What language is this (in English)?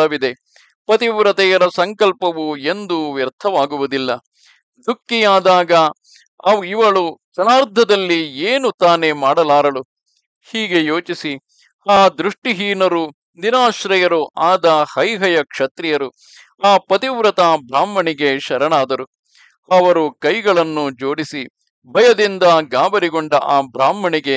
Kannada